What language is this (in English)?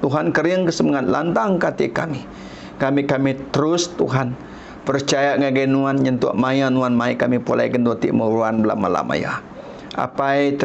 Iban